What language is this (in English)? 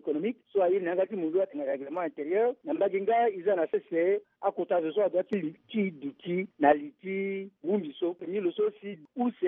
Sango